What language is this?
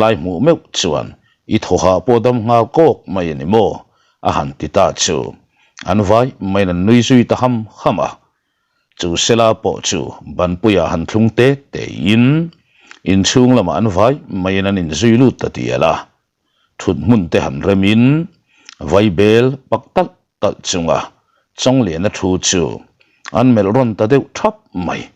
Mizo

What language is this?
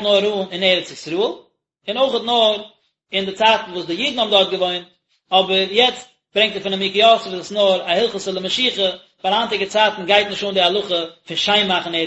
Yiddish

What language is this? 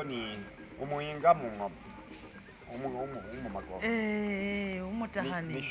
Masaaba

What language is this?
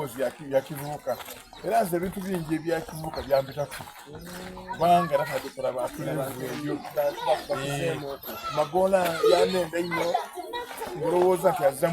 Soga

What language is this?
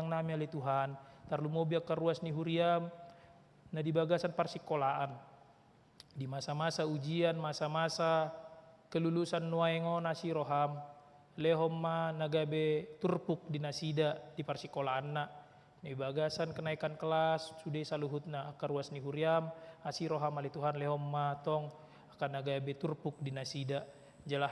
Batak Toba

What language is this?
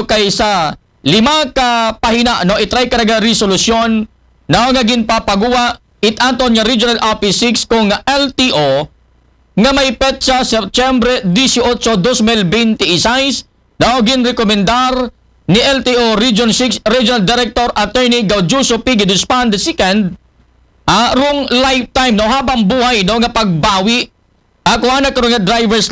Aklanon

